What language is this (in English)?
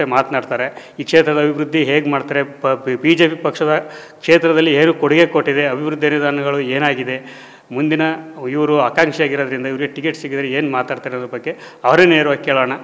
Kannada